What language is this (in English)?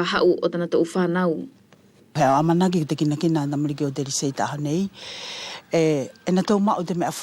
Wallisian